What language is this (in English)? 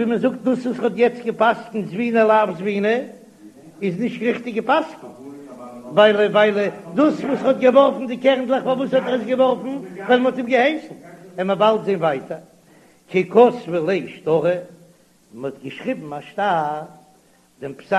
Yiddish